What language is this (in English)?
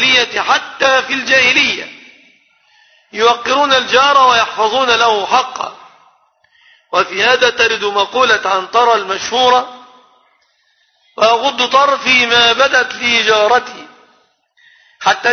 Arabic